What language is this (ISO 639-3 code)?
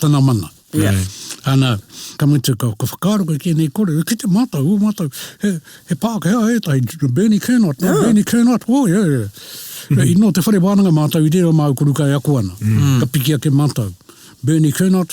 mri